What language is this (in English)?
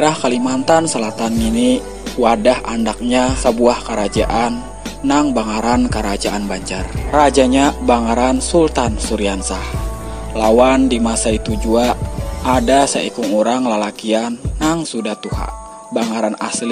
Banjar